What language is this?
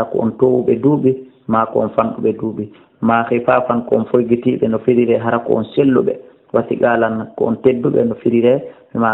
Fula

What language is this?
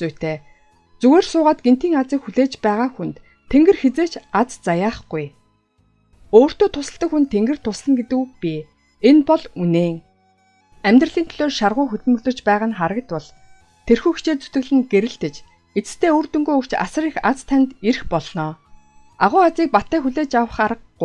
Mongolian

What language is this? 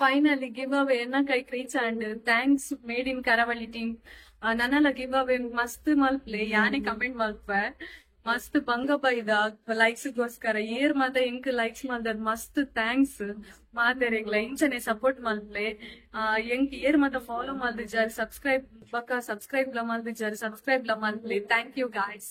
Tulu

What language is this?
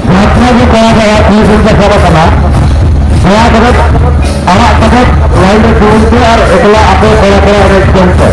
Santali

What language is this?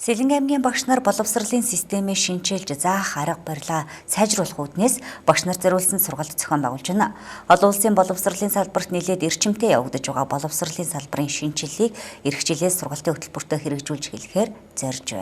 Mongolian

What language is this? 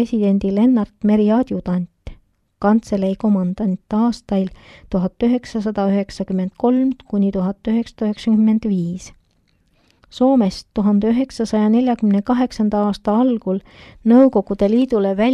Estonian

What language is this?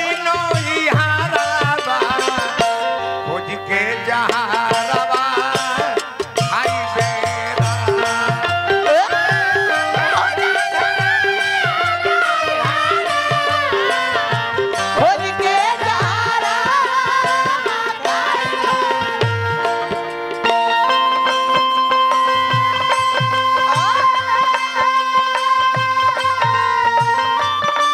Bhojpuri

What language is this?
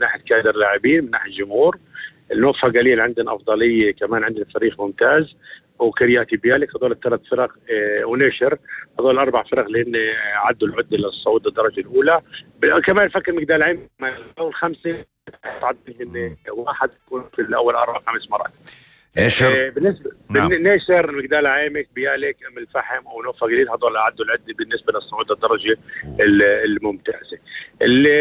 North Levantine Arabic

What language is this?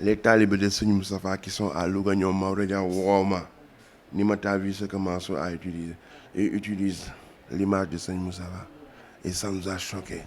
Wolof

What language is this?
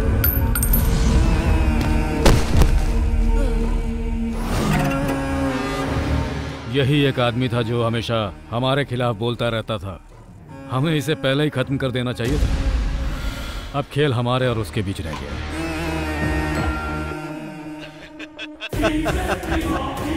Hindi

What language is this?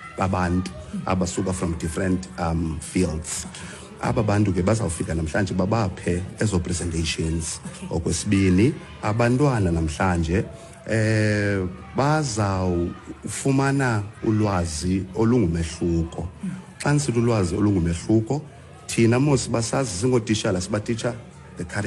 Xhosa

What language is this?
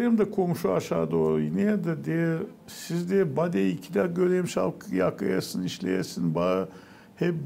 Gagauz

